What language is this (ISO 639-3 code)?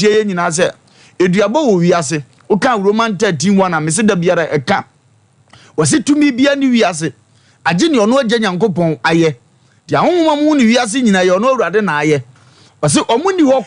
aka